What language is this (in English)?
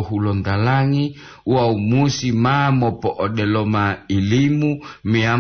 Gorontalo